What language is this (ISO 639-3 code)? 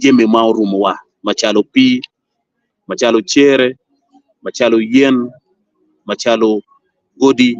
ach